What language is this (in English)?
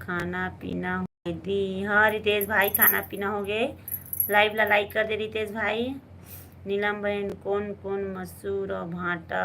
Chhattisgarhi